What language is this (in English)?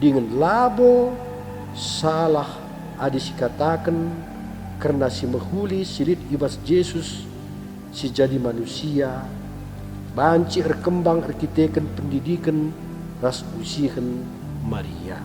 Batak Karo